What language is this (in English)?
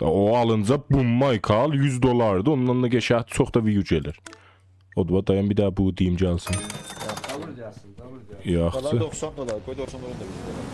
South Azerbaijani